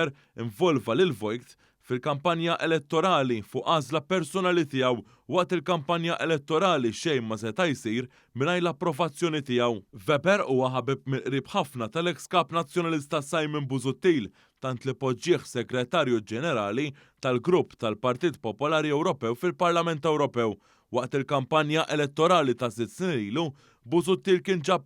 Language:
Maltese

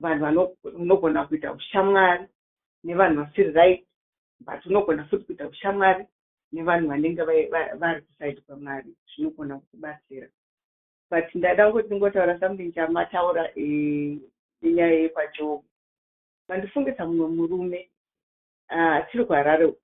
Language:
Shona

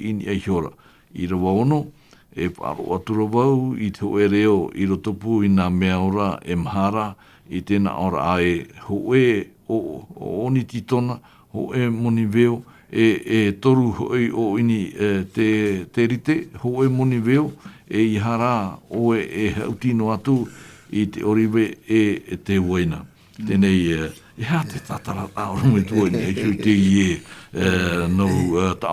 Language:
Tahitian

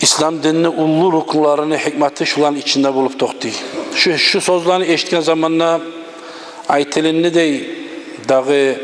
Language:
Kumyk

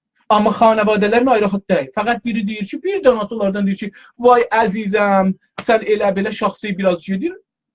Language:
South Azerbaijani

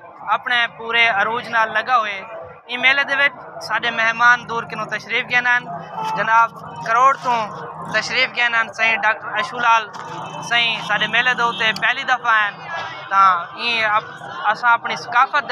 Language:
Saraiki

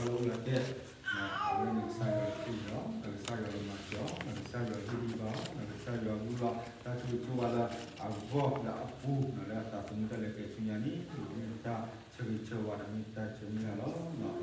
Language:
S'gaw Karen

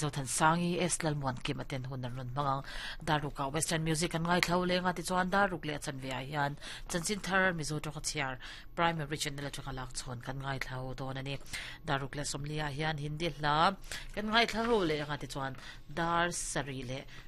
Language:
Mizo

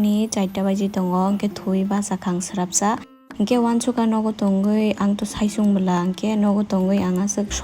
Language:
Kok Borok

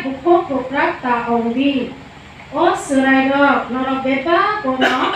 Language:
Kok Borok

